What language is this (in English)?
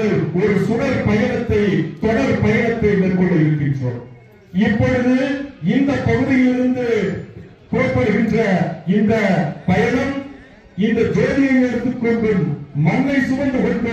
Tamil